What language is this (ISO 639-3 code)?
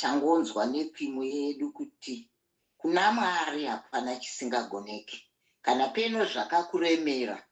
sna